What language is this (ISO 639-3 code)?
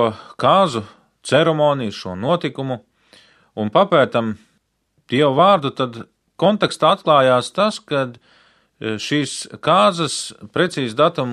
lav